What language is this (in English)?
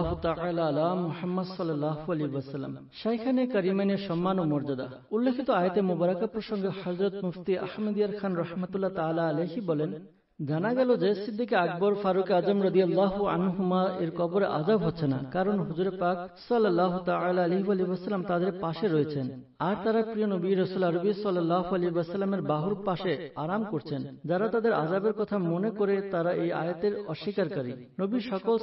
Bangla